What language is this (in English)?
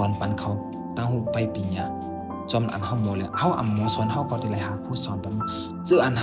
Shan